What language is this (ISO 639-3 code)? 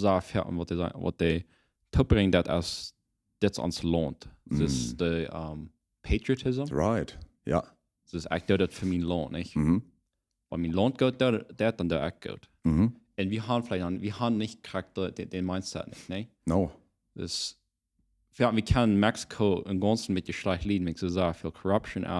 pdt